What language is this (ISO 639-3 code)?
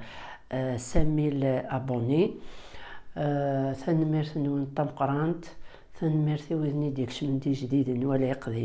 kab